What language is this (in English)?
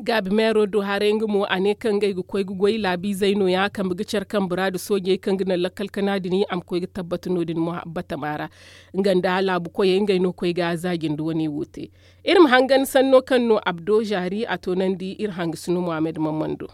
Zarma